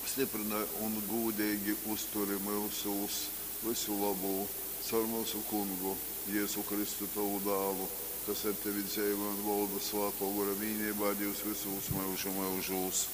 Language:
Latgalian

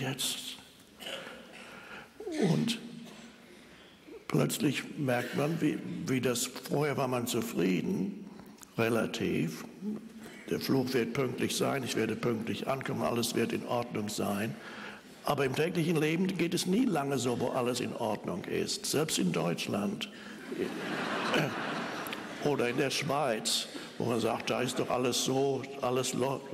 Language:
German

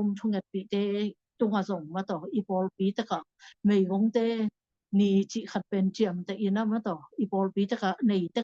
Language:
Tedim Chin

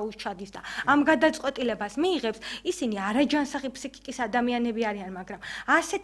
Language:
Georgian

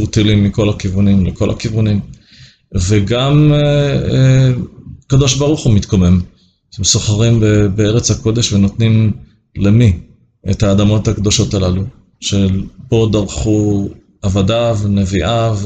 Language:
Hebrew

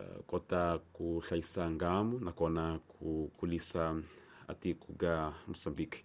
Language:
Tsonga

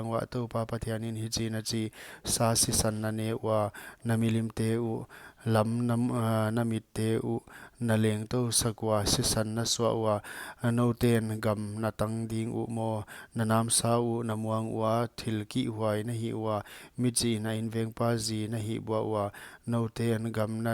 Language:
Paite Chin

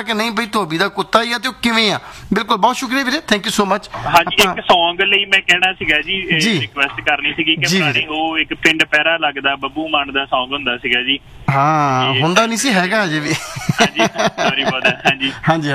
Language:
Punjabi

